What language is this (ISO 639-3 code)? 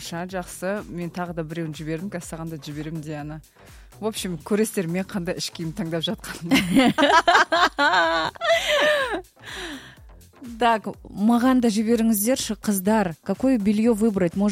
kaz